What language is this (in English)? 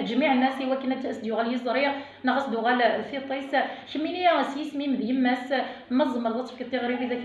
Kabyle